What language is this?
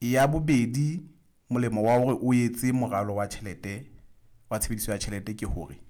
Southern Sotho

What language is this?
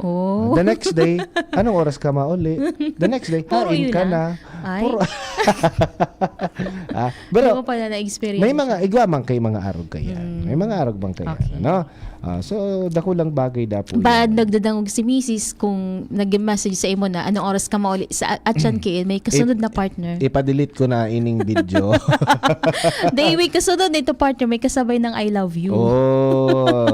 Bikol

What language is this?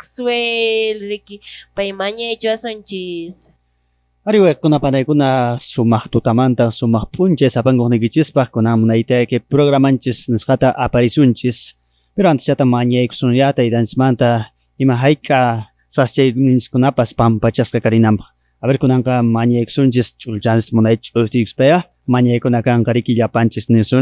Quechua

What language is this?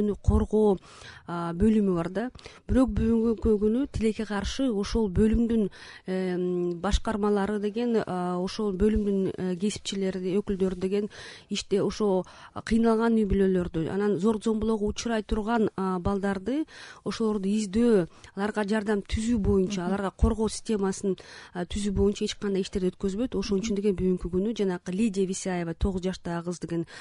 Kyrgyz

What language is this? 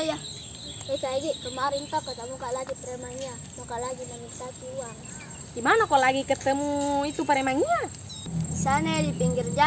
Makassar Malay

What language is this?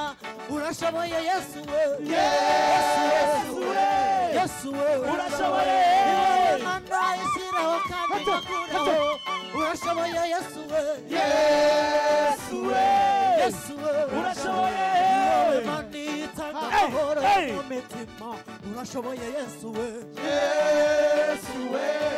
Kinyarwanda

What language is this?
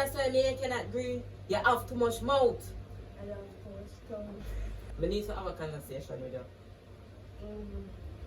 Jamaican Creole English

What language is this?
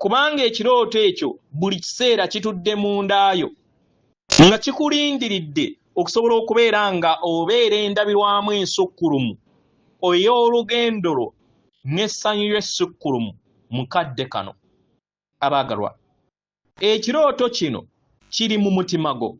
Ganda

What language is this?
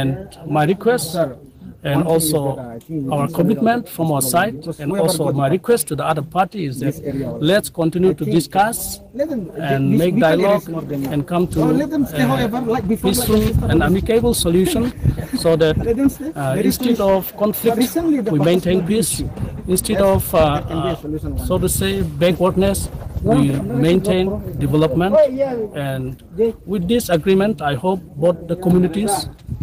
Riang (India)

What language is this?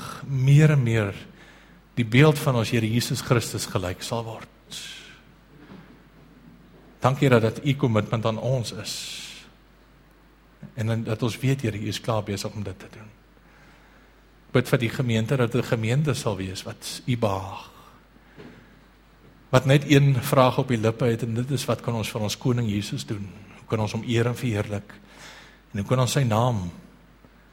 Afrikaans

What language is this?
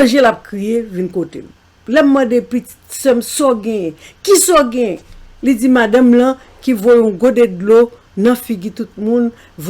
Haitian Creole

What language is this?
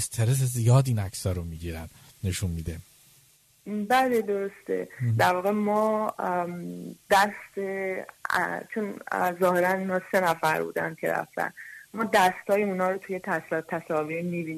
Persian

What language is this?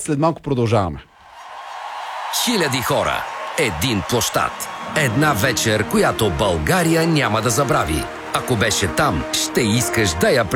Bulgarian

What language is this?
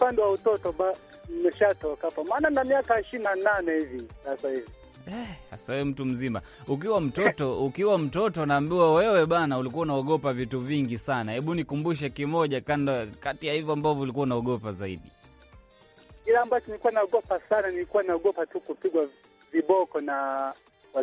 Swahili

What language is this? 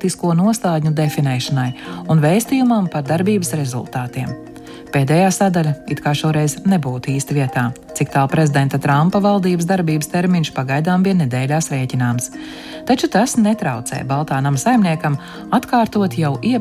Latvian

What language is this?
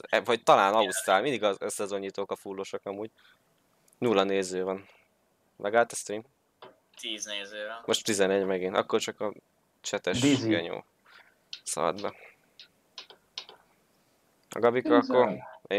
Hungarian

